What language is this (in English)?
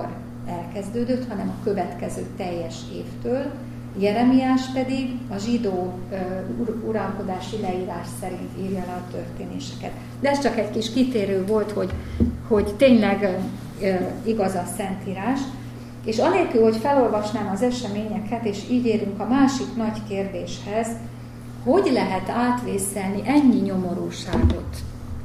Hungarian